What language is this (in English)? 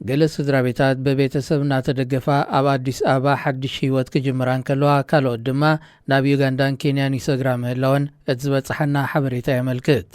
Tigrinya